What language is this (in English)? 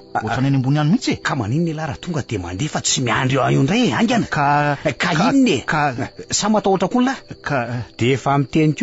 Malagasy